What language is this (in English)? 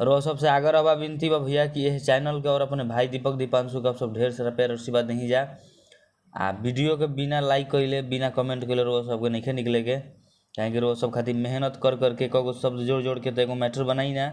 Bhojpuri